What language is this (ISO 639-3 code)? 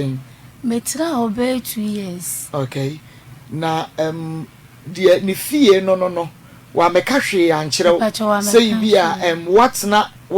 aka